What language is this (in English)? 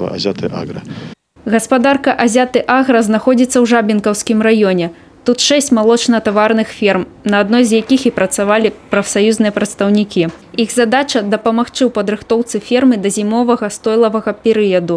Belarusian